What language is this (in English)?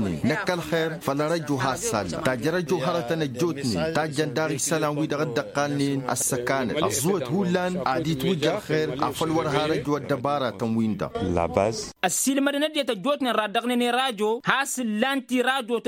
Tamasheq